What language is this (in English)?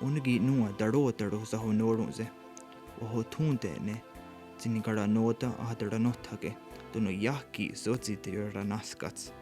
Mohawk